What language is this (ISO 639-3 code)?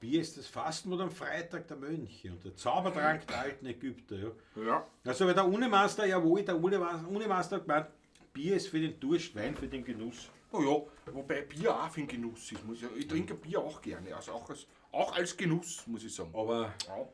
bar